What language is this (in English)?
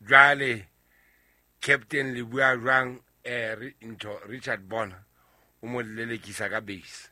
Southern Sotho